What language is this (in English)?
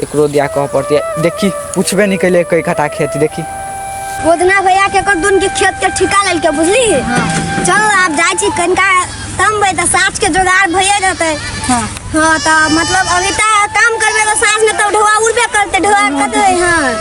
Maithili